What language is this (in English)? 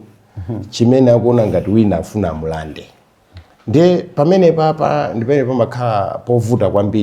Nyanja